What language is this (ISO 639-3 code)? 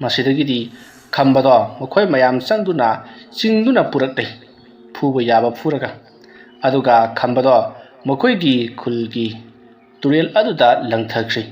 mni